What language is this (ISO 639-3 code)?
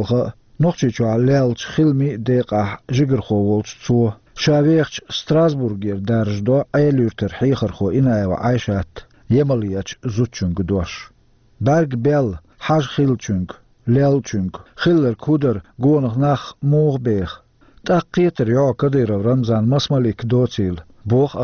che